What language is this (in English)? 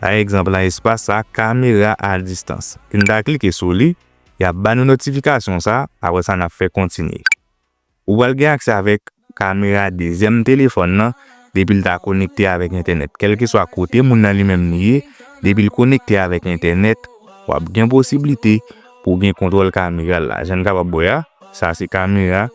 Haitian Creole